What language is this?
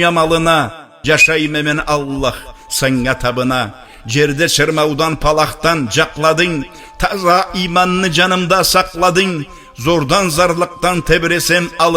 Karachay-Balkar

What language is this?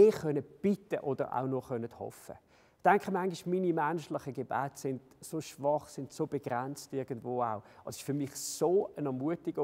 Swiss German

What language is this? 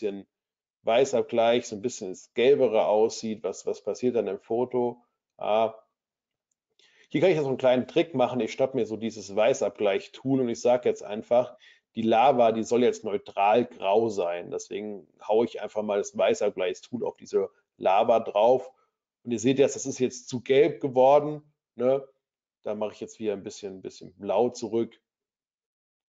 German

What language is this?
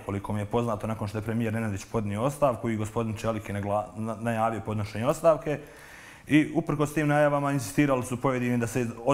Croatian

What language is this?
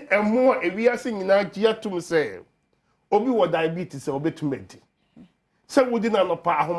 Akan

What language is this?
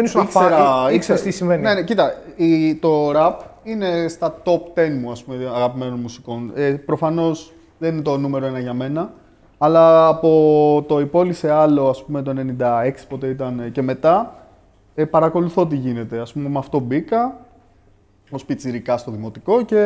Greek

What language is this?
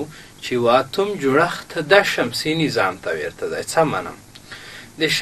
Pashto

